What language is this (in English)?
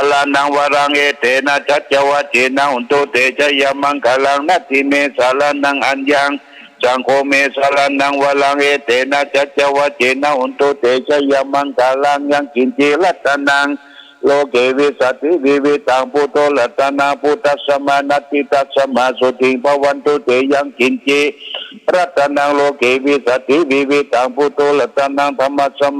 Pali